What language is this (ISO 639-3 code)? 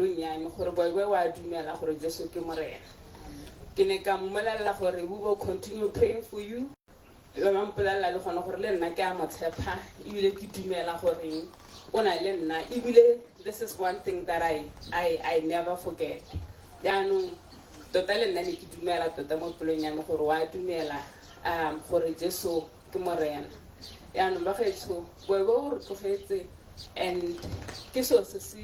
tsn